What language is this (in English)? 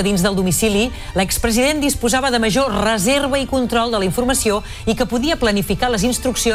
Catalan